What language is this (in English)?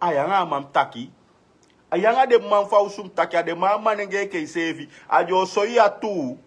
Sranan Tongo